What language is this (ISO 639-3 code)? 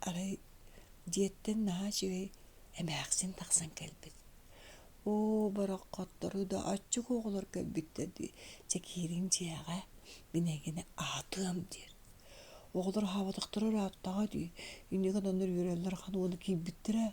sah